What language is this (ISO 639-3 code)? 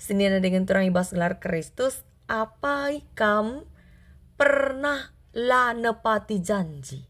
btx